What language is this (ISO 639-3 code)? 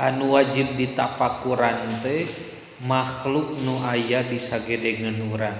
sun